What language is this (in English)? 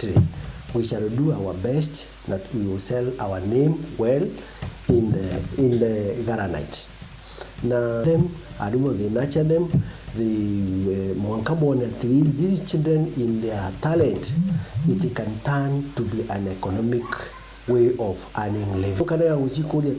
Meru